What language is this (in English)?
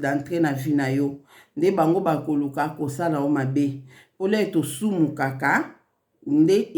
Lingala